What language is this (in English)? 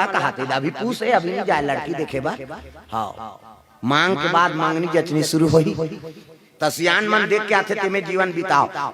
Chhattisgarhi